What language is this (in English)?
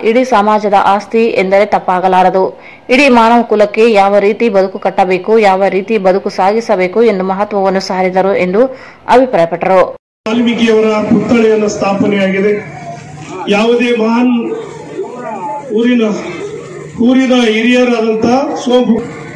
Kannada